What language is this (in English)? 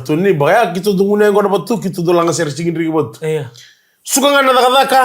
Fijian